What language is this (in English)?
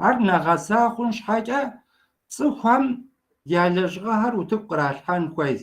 Kabardian